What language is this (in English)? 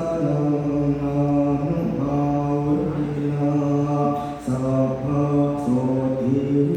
Pali